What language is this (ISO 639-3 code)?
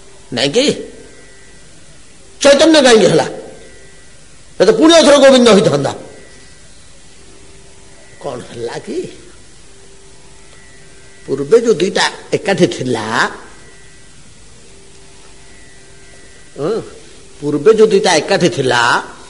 ori